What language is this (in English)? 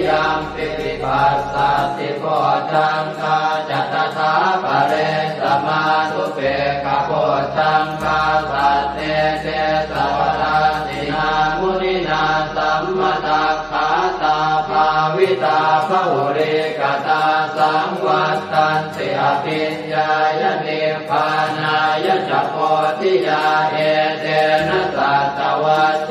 Pali